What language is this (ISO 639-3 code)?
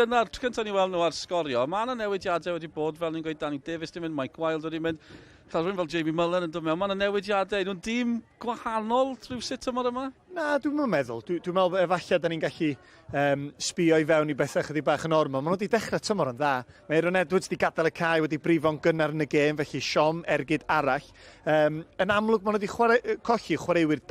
cym